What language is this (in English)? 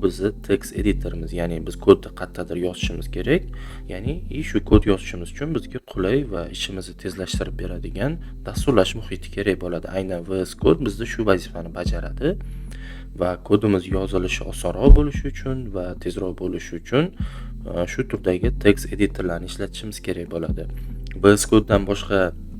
Uzbek